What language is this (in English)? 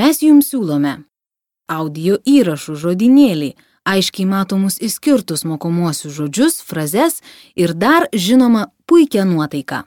Lithuanian